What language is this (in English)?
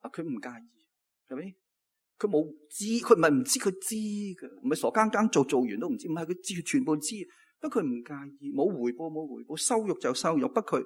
Cantonese